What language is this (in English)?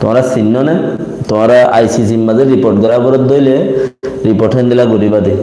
Rohingya